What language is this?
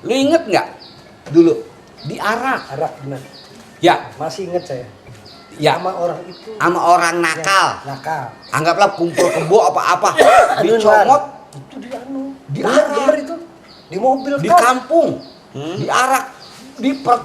Betawi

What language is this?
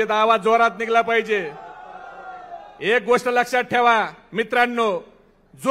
Marathi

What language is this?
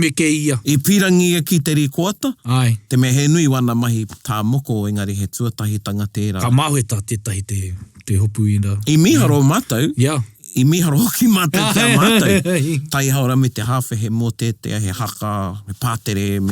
Māori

